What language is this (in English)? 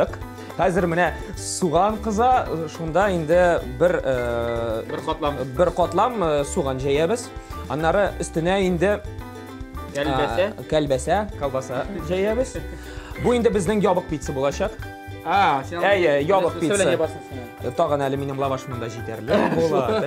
Tatar